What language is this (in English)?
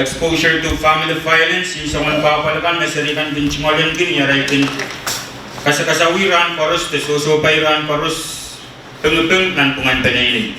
Pohnpeian